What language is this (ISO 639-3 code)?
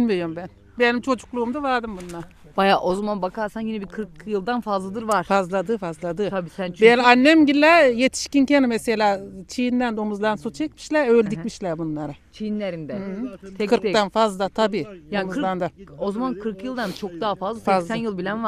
tur